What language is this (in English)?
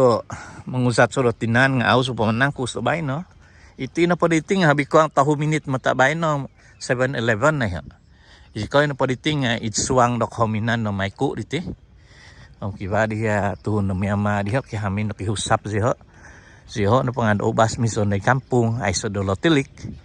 Central Dusun